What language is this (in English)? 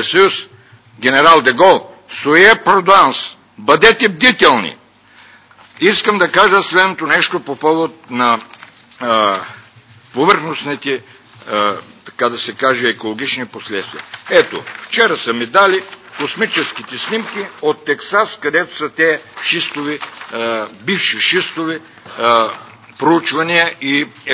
Bulgarian